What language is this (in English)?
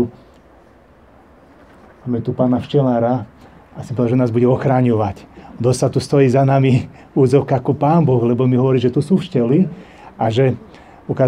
Slovak